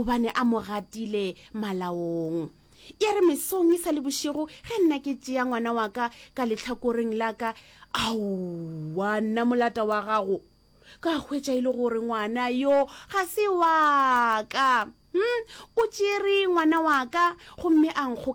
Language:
Northern Sotho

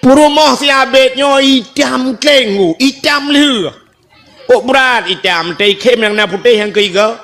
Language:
Achinese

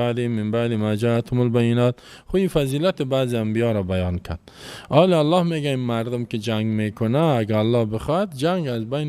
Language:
Persian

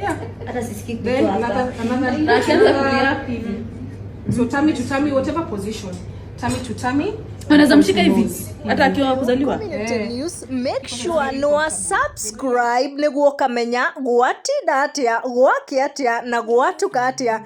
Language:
Kikuyu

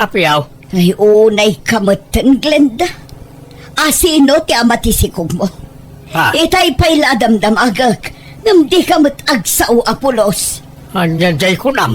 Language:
Iloko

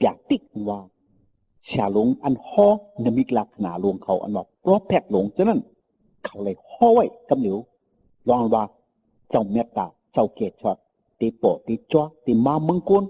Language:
Shan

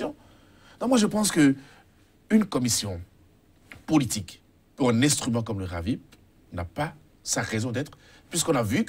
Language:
French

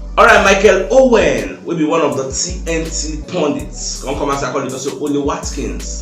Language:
Nigerian Pidgin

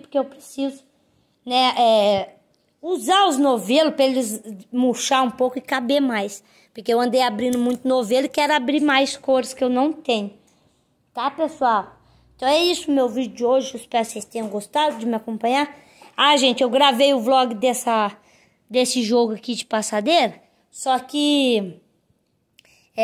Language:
Portuguese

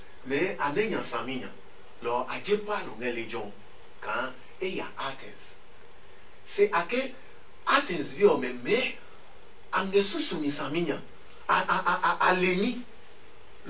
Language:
Adangme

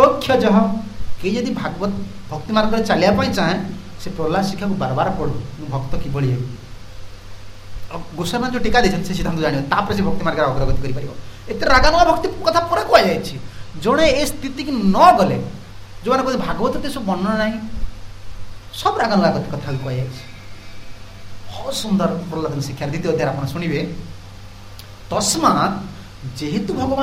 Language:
Odia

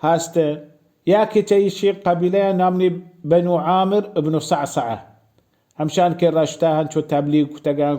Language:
Baluchi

